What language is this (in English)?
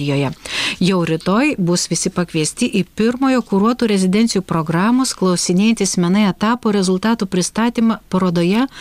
Lithuanian